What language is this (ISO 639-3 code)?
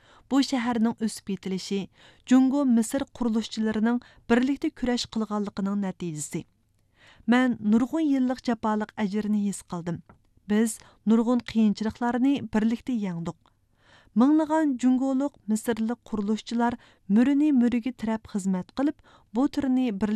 uig